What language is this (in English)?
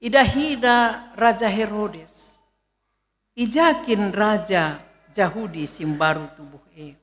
Batak Karo